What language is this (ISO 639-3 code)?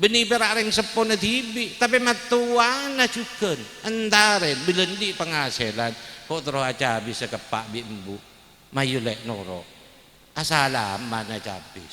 mad